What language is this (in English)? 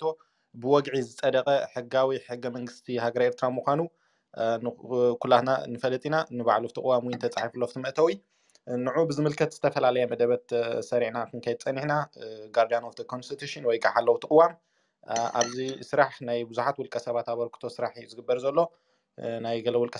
Tigrinya